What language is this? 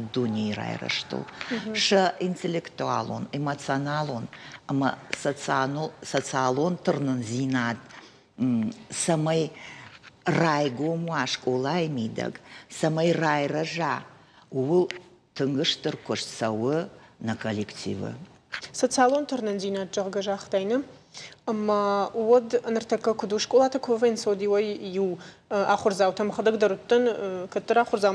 Ossetic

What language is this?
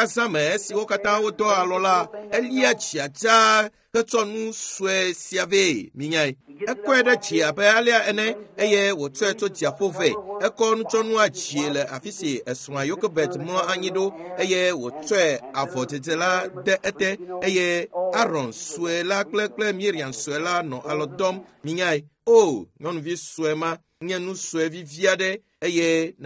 Ewe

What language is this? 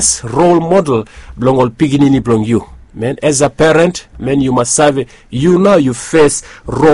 Bislama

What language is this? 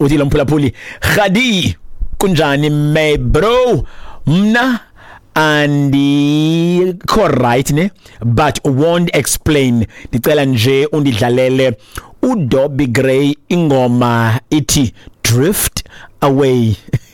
Xhosa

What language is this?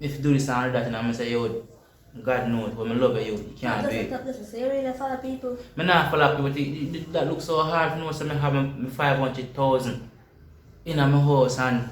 Jamaican Creole English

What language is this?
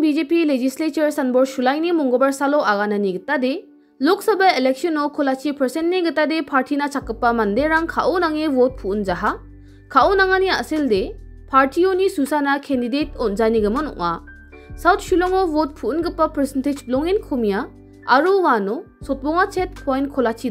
Garo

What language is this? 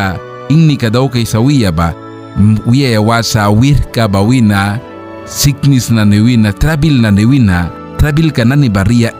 Mískito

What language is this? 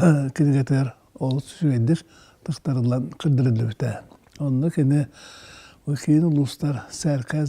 Yakut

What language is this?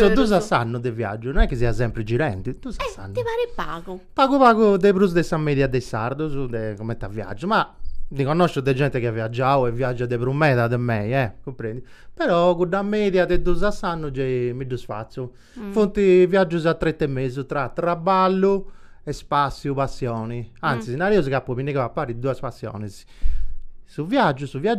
Sardinian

